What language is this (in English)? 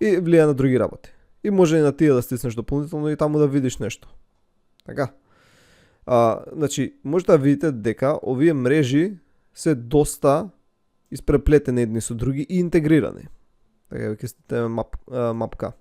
Macedonian